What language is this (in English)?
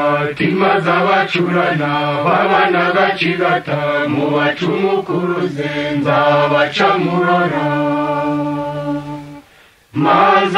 Kinyarwanda